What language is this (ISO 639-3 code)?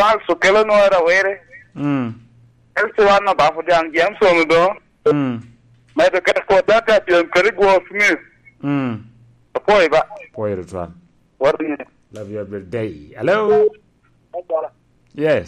laj